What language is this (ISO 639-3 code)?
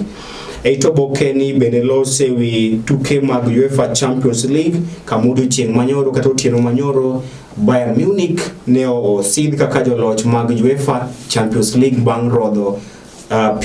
luo